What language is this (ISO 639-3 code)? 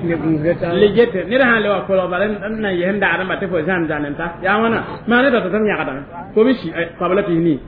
mos